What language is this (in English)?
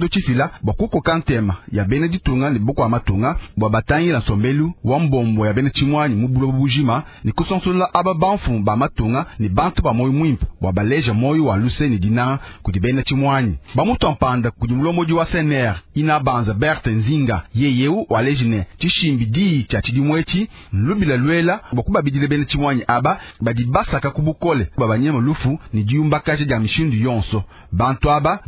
Luba-Lulua